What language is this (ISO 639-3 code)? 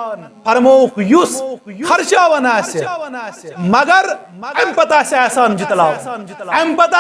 kas